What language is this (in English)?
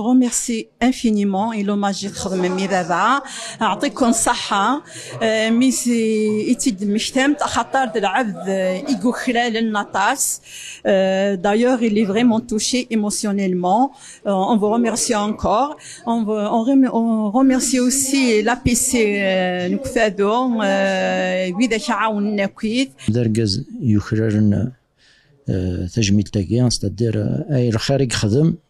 Kabyle